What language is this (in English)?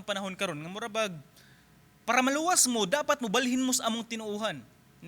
Cebuano